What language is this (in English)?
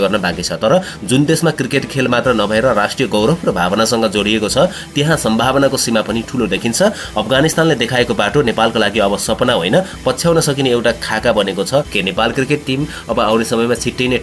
Nepali